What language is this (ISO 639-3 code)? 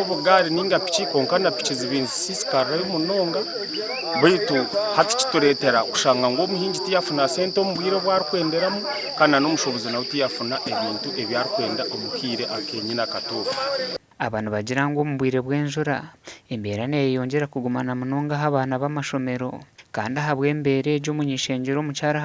nyn